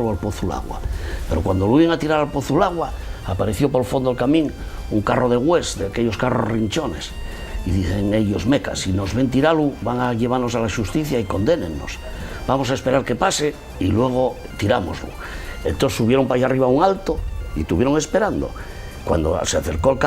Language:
Asturian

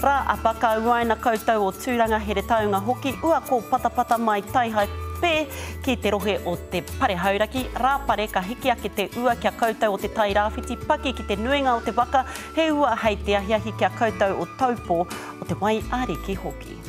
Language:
Māori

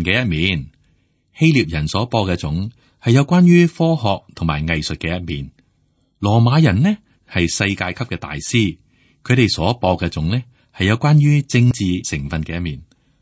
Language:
Cantonese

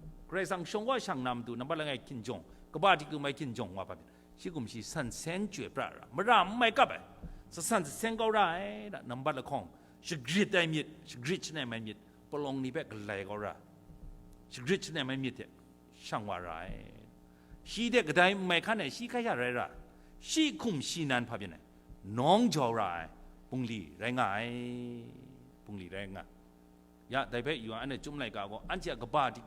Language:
Kachin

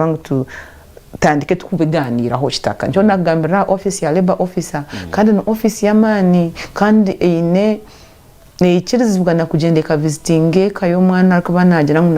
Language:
Nyankole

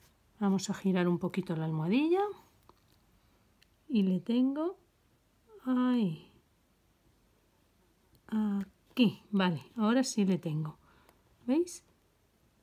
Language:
Spanish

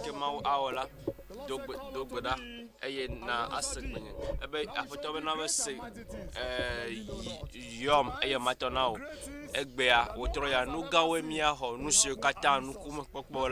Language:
Ewe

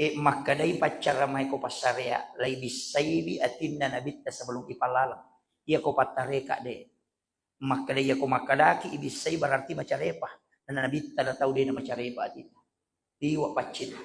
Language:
Buginese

